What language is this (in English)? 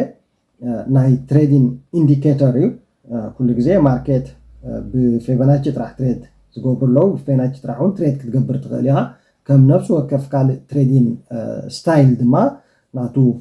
Tigrinya